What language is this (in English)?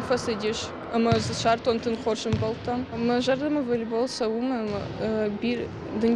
Ossetic